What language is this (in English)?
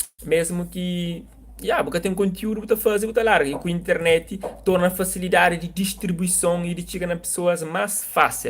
Kabuverdianu